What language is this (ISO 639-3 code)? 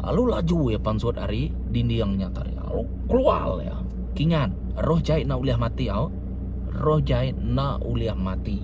iba